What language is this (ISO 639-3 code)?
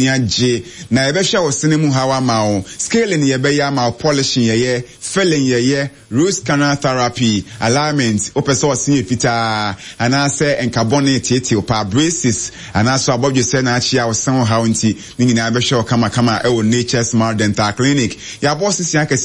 aka